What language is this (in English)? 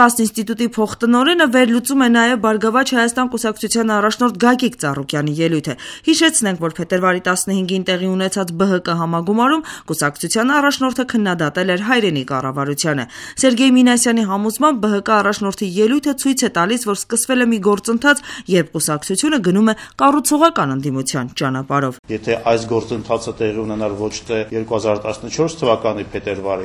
Armenian